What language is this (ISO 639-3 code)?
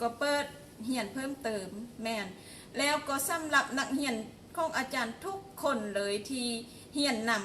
lao